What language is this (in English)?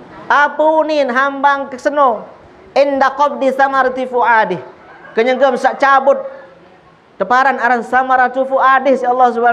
Sasak